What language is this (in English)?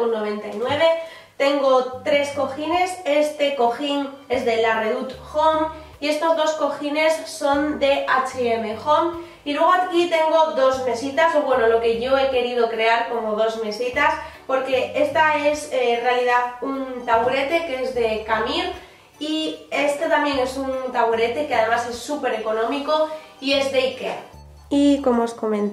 Spanish